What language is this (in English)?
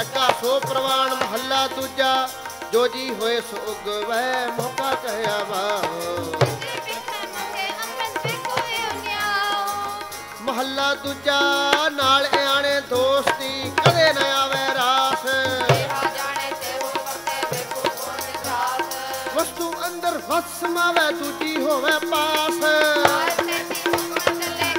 Punjabi